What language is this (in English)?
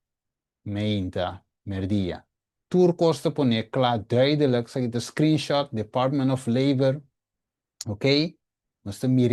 Papiamento